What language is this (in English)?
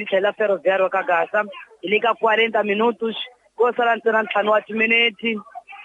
Tsonga